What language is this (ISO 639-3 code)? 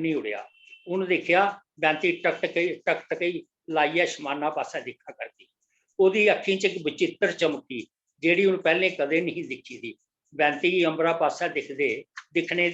doi